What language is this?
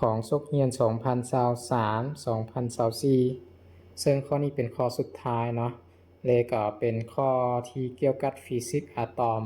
Lao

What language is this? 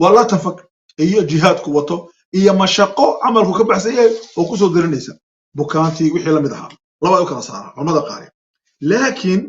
Somali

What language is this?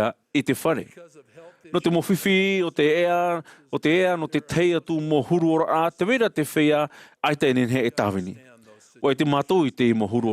Tahitian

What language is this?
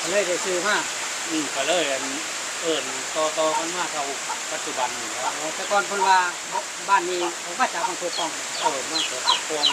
Northeastern Thai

